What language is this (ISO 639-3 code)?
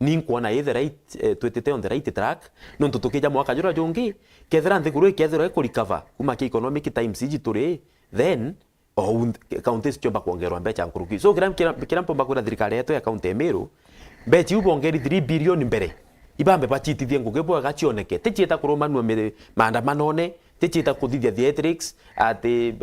mer